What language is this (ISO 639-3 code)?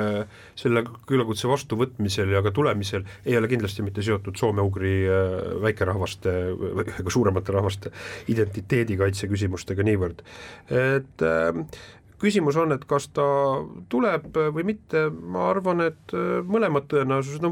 est